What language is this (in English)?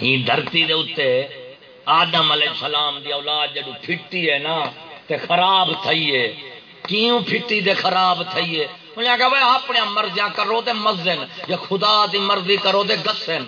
Saraiki